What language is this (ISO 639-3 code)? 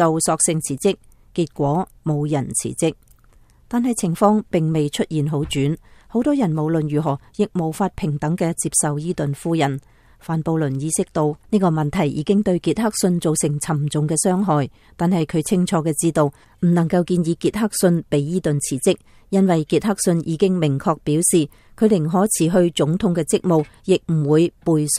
yue